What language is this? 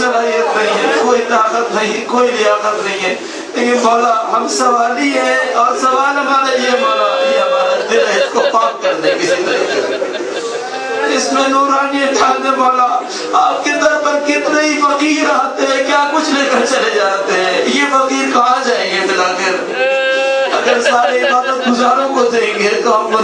Urdu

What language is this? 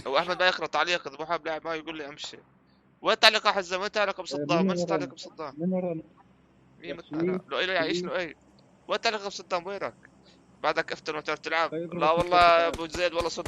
North Levantine Arabic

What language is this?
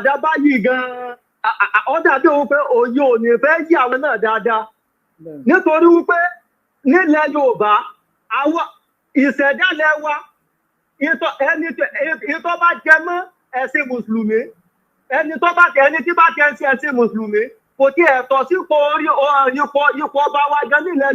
Yoruba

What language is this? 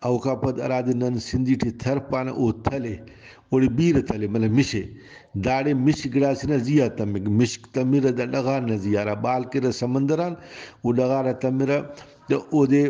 Brahui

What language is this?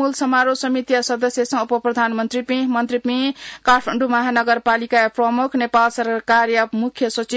Newari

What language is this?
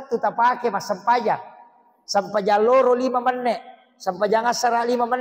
Buginese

